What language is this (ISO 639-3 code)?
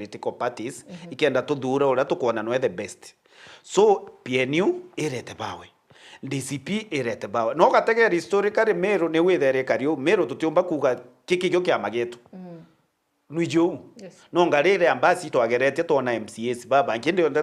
mer